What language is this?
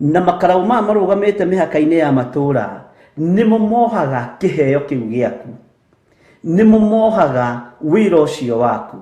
Kikuyu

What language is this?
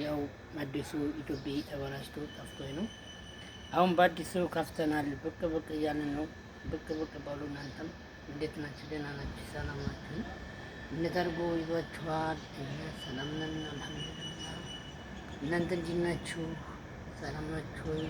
Amharic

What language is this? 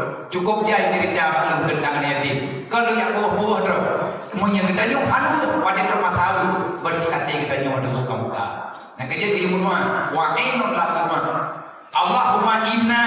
Achinese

